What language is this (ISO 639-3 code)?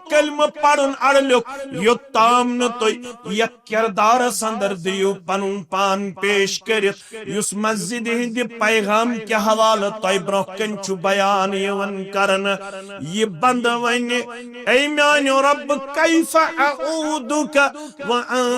kas